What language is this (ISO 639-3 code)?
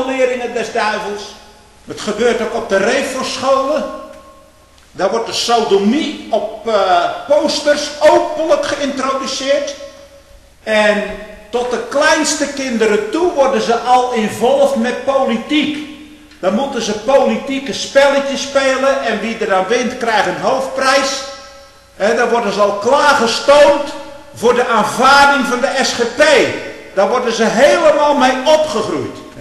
nld